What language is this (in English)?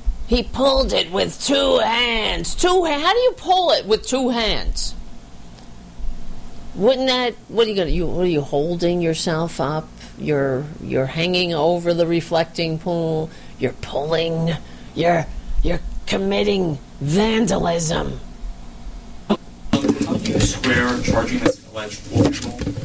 English